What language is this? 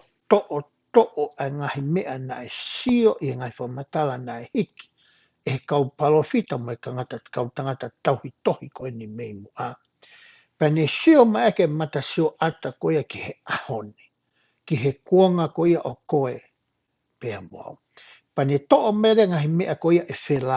Tongan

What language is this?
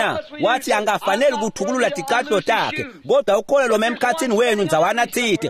Swati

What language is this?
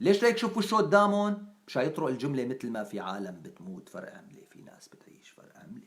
North Levantine Arabic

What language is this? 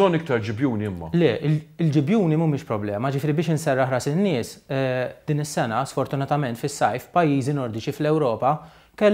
Maltese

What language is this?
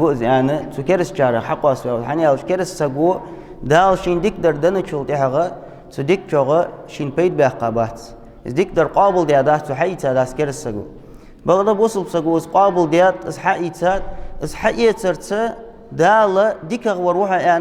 Ingush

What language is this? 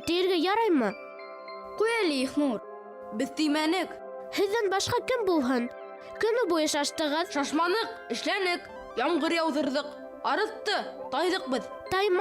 Bashkir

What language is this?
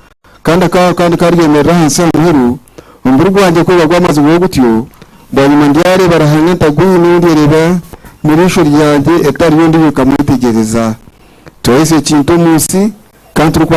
Nyankole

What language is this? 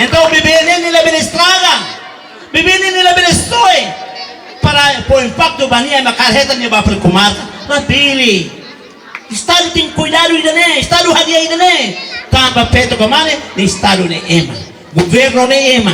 Tetum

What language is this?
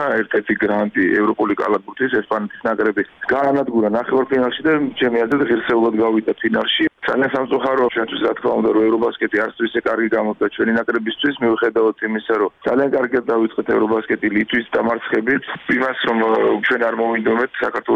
Georgian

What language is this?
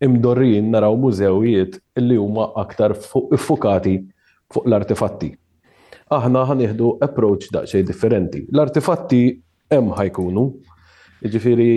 Maltese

